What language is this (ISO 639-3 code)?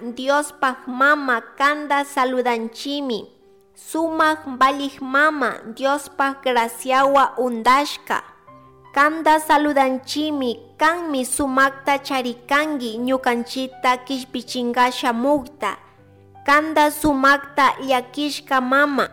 qug